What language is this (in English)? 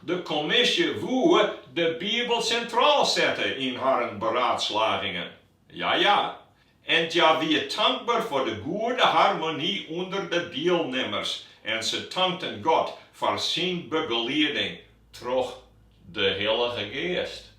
Western Frisian